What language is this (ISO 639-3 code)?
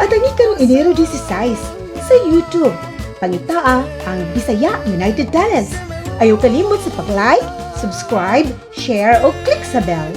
ceb